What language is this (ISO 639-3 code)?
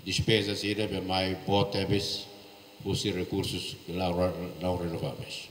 tet